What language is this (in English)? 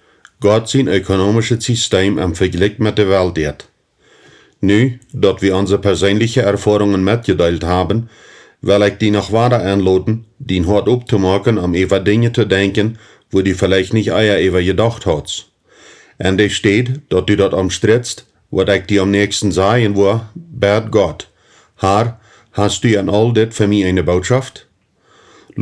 Plautdietsch